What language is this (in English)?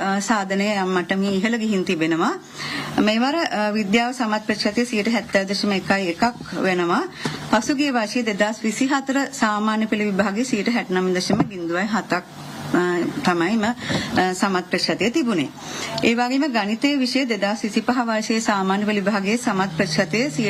Sinhala